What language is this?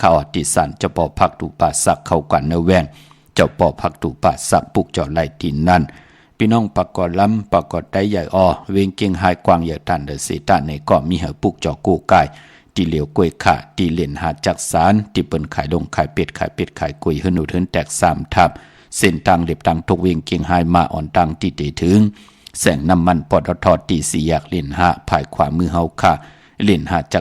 Shan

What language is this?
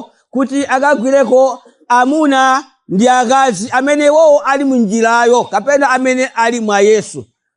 Nyanja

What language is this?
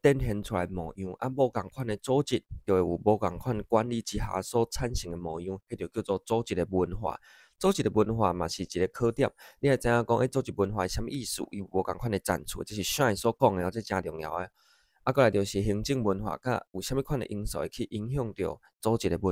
Min Nan Chinese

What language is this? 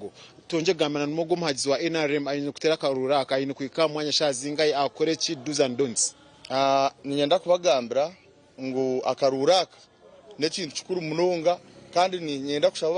Nyankole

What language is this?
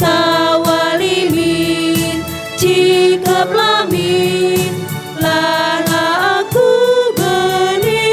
Batak Karo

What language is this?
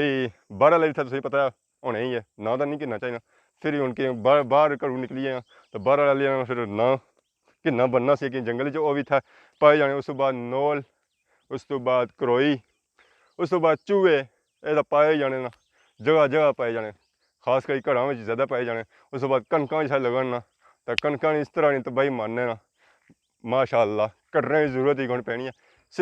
Pahari-Potwari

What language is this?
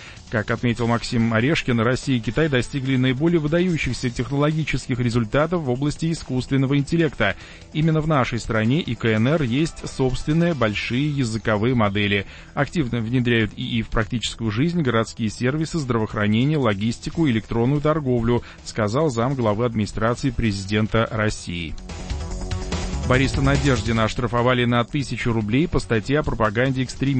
Russian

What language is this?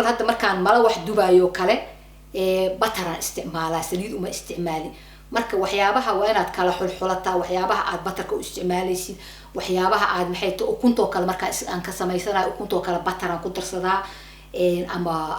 Somali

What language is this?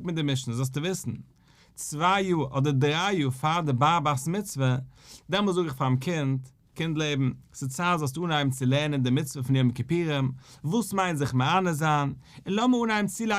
Yiddish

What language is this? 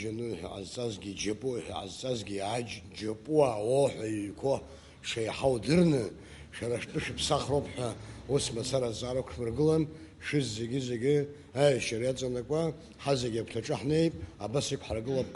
Abkhazian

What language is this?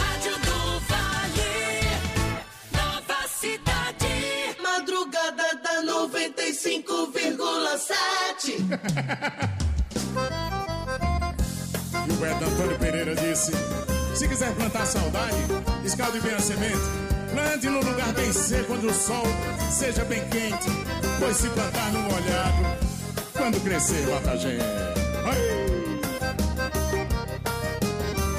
Portuguese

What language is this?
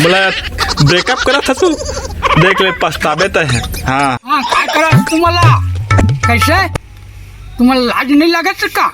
Chhattisgarhi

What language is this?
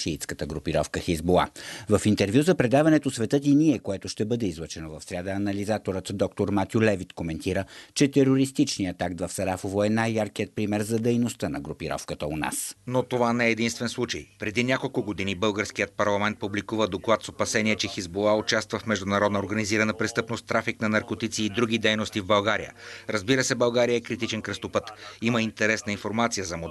Bulgarian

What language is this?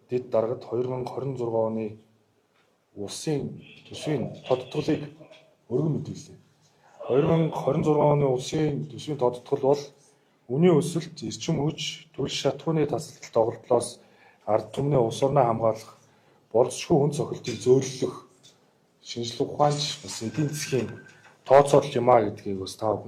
Mongolian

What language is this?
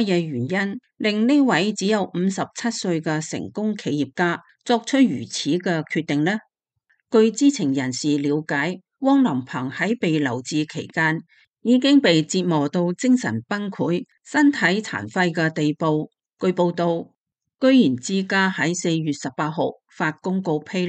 Cantonese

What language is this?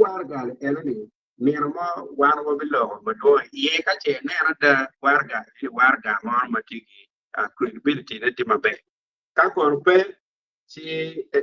Acoli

